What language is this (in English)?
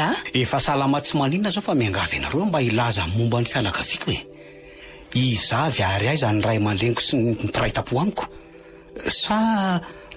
Malagasy